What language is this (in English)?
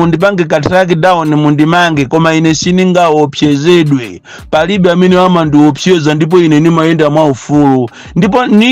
Nyanja